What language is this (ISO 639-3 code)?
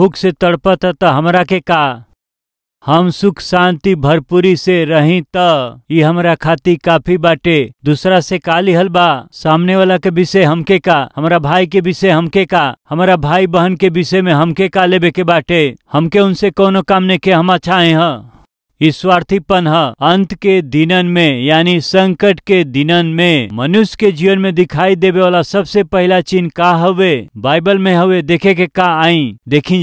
bho